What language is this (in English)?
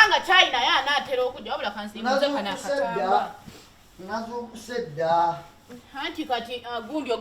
Ganda